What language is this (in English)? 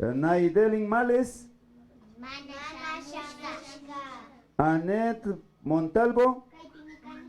Imbabura Highland Quichua